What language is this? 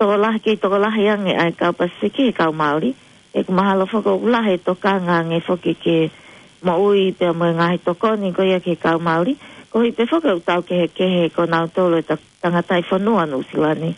Tongan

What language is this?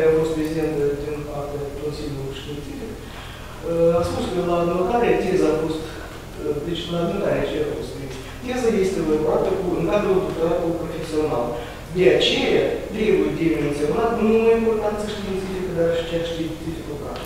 Romanian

